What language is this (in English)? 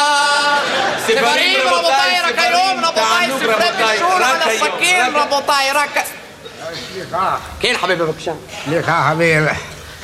Hebrew